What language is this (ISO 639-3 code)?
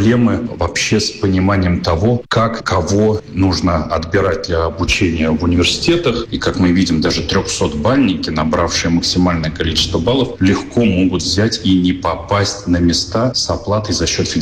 rus